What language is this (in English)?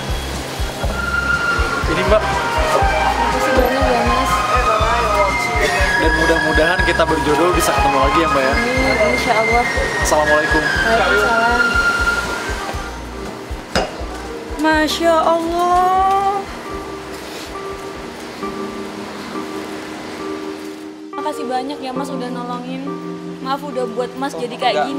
Indonesian